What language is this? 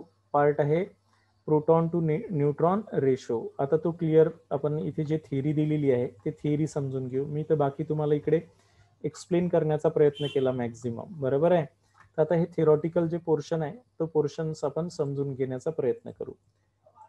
Marathi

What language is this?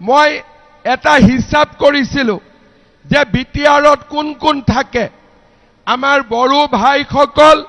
Assamese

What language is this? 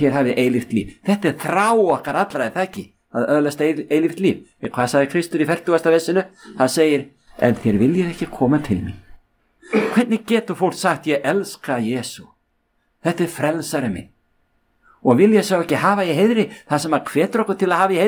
Icelandic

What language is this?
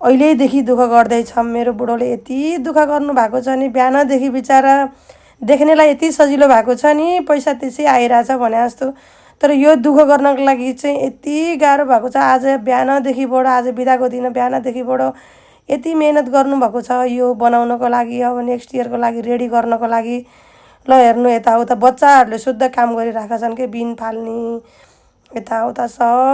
Nepali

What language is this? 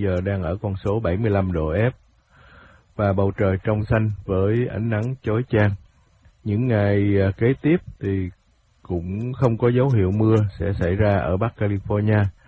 Vietnamese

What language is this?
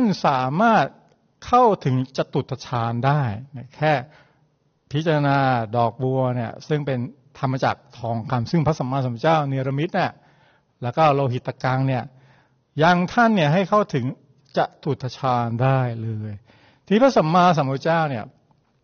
Thai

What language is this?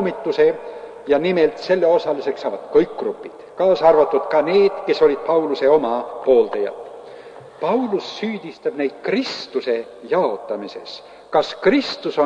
Estonian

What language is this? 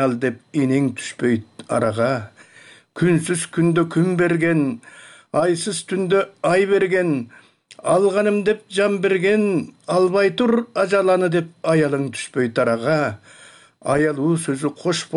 Kyrgyz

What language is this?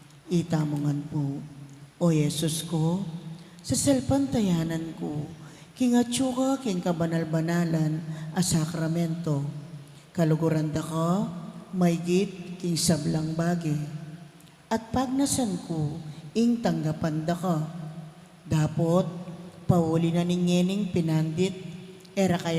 Pampanga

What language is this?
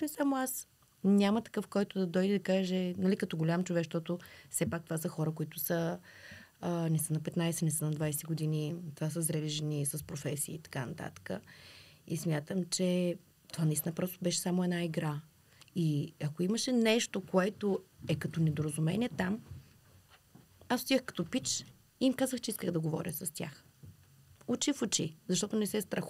Bulgarian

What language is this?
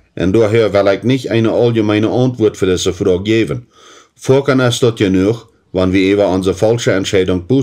Plautdietsch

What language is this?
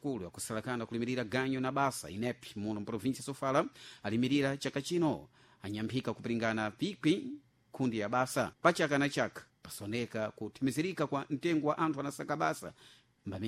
Sena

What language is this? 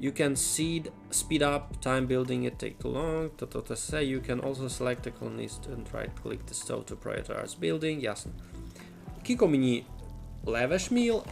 Rusyn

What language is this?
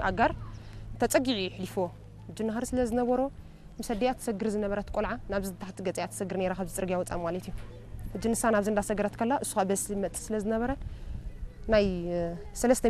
Tigrinya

